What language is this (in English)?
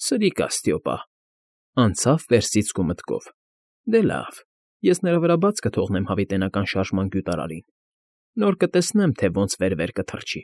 Armenian